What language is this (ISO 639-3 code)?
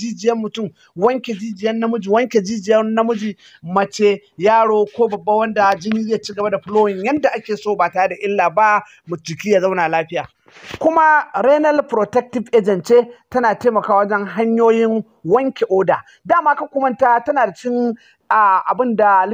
hau